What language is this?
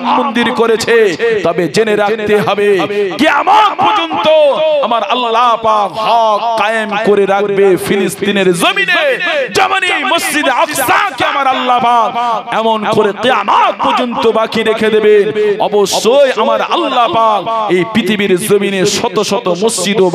Bangla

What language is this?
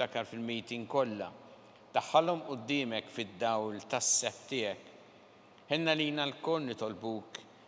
Maltese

